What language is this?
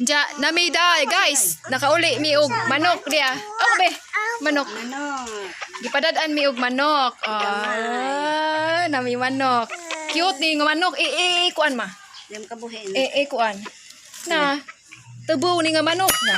Cebuano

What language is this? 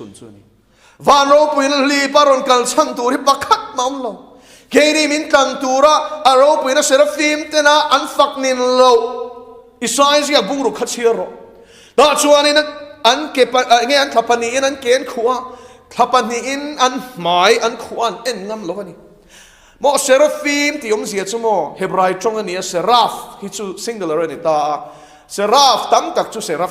Mizo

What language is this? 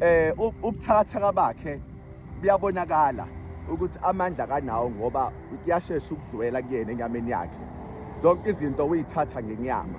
Zulu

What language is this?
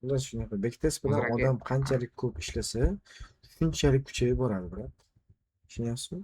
Uzbek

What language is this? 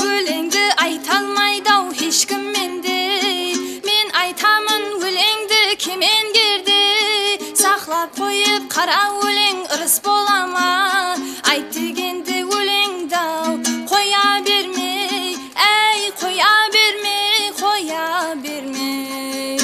Kara-Kalpak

